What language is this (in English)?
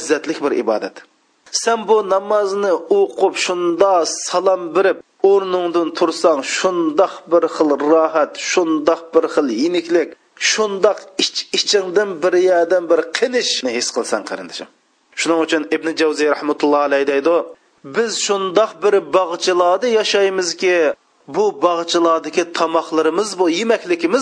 Uyghur